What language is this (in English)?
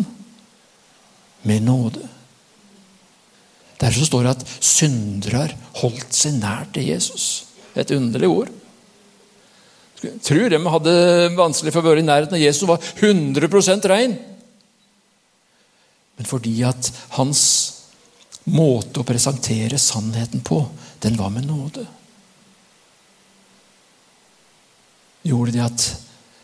Norwegian